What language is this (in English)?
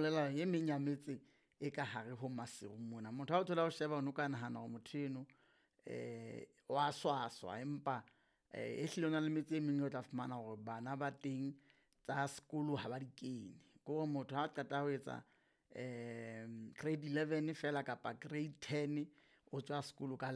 Southern Sotho